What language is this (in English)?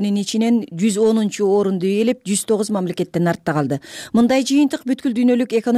Kyrgyz